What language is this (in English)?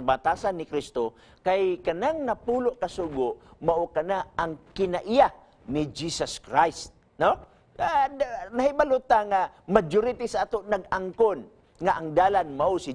Cebuano